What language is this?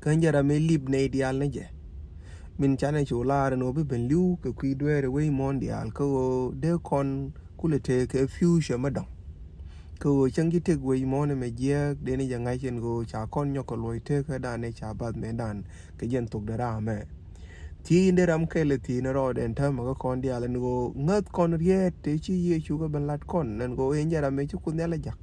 Nuer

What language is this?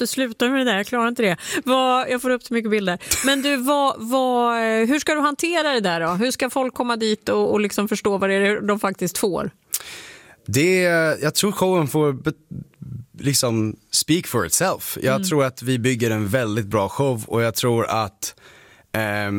Swedish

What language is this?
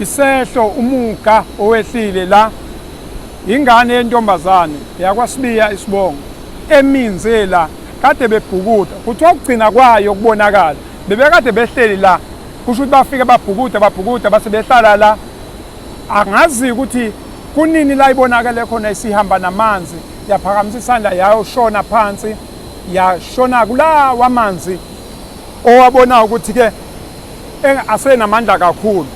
Zulu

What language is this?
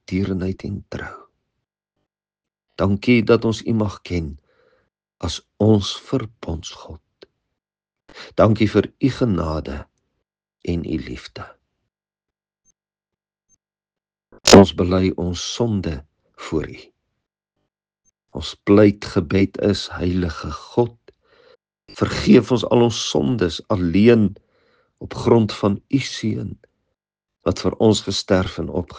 Afrikaans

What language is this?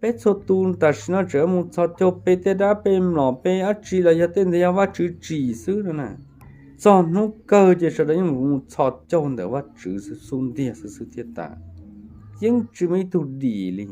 Hmong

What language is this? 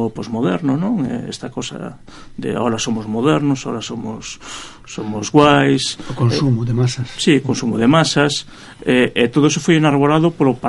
Galician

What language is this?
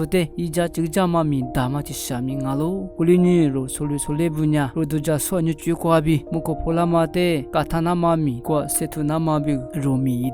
Lisu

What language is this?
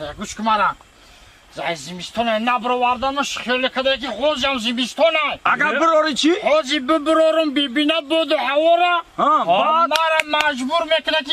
Tajik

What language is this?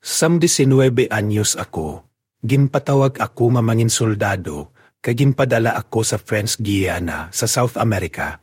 Hiligaynon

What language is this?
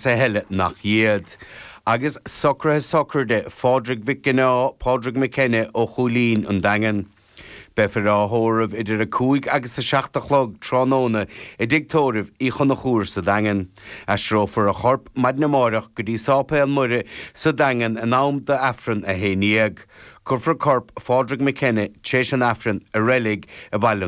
Irish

